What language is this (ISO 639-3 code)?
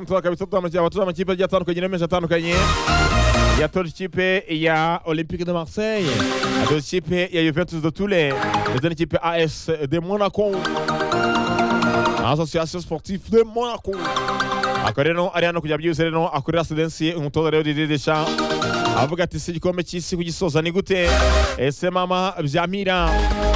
kin